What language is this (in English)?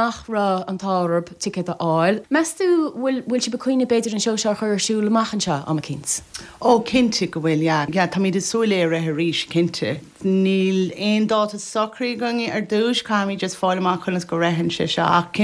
Irish